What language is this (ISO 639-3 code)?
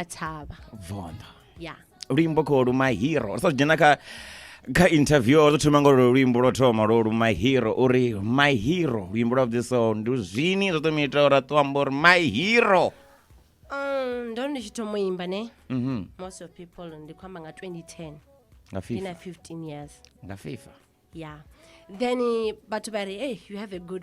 ven